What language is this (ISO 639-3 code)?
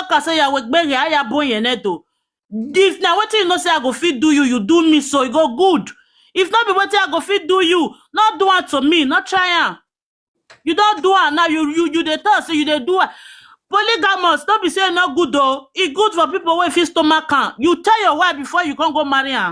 pcm